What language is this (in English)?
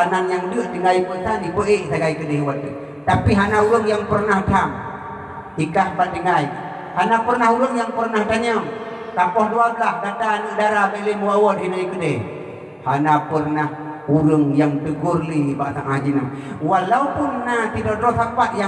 Achinese